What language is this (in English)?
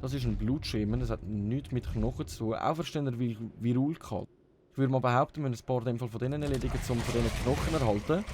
Swiss German